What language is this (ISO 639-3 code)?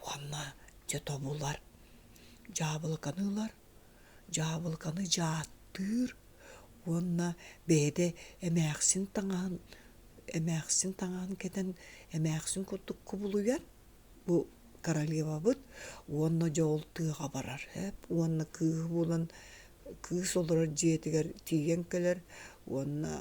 sah